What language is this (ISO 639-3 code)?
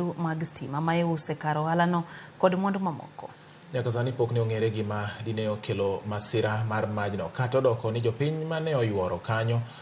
luo